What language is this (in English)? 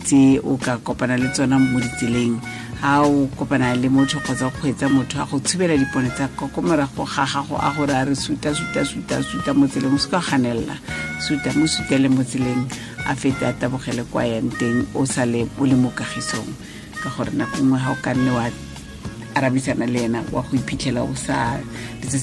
Tswana